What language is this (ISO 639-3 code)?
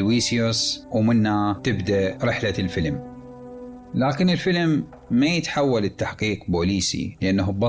acm